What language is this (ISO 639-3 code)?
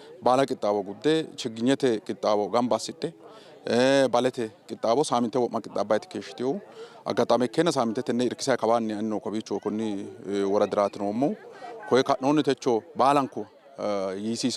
sid